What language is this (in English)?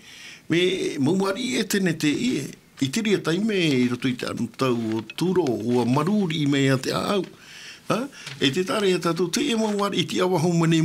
Tahitian